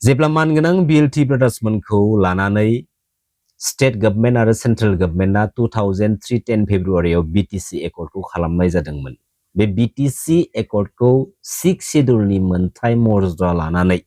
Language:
Bodo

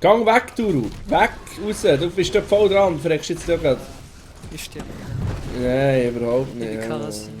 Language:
Swiss German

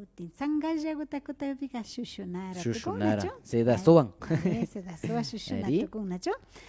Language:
Imbabura Highland Quichua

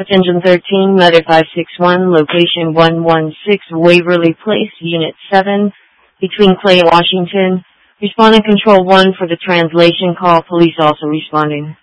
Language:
English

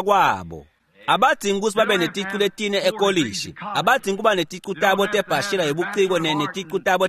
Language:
Swati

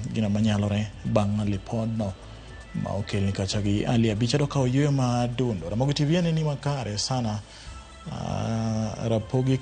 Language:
Luo (Kenya and Tanzania)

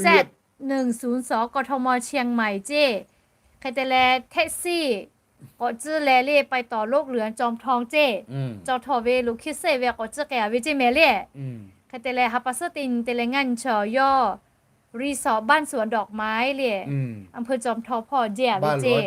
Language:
Lahu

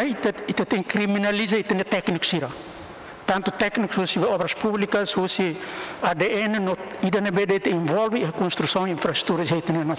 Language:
Tetum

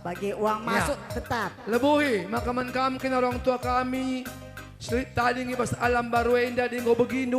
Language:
Batak Karo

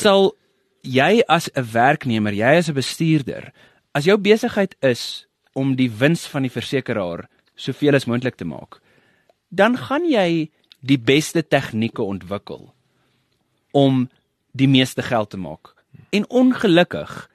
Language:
Afrikaans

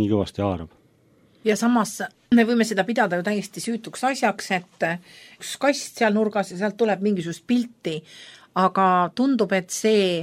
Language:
Estonian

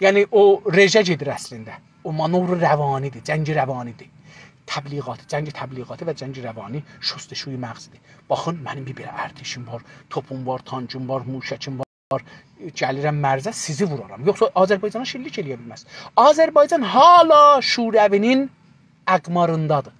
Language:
South Azerbaijani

